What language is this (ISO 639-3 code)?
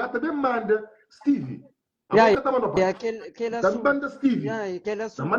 kea